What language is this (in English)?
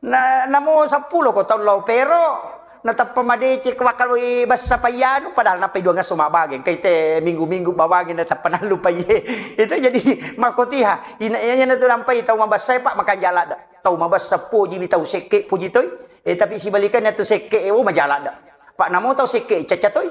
Buginese